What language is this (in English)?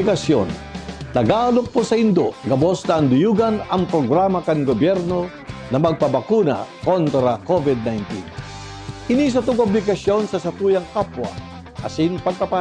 Bikol